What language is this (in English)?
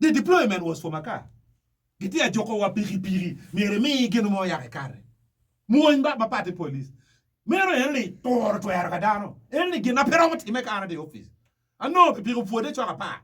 Acoli